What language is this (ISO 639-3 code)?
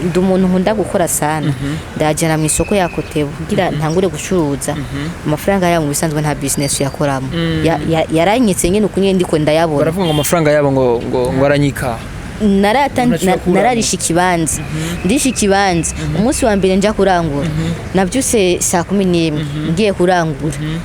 run